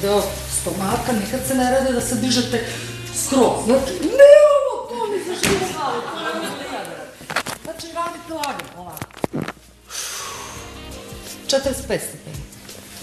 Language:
Serbian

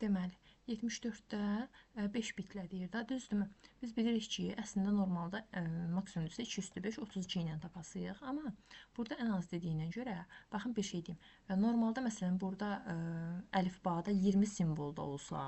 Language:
Azerbaijani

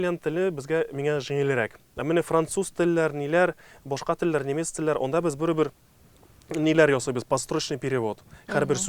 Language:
Tatar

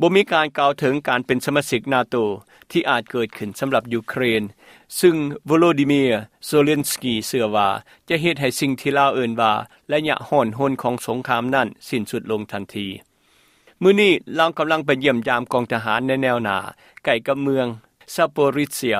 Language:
Lao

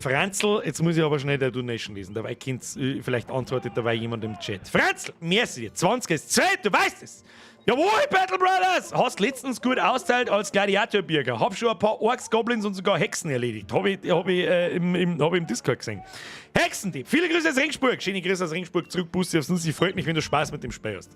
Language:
Bavarian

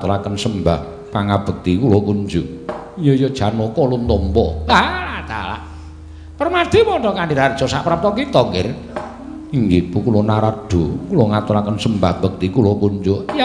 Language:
Javanese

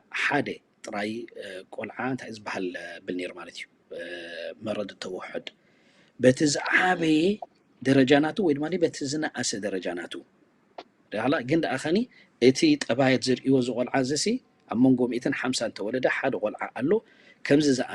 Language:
Tigrinya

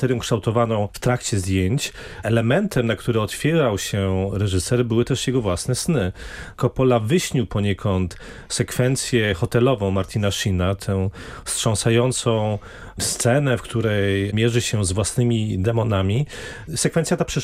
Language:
Polish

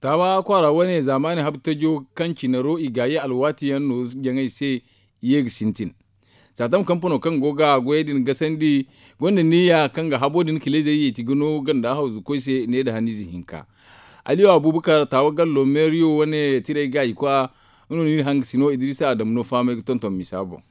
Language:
Zarma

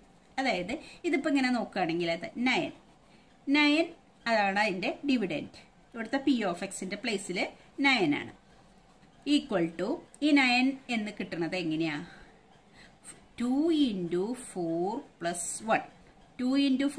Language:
Malayalam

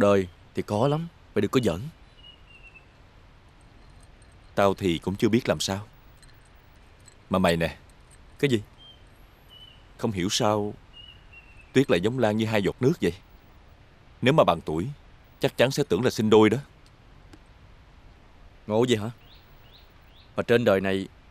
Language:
Vietnamese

